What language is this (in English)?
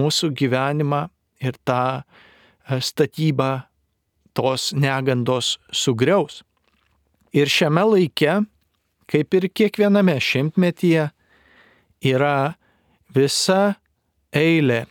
Lithuanian